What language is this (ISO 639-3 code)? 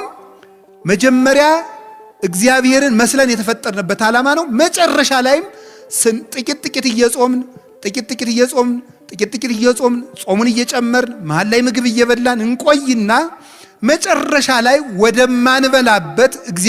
amh